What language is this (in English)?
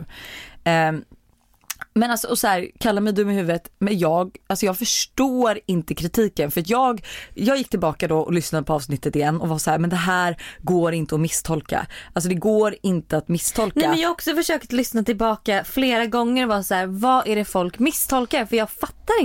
Swedish